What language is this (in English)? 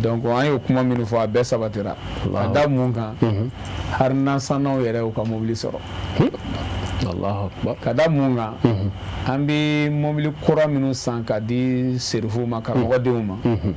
Bambara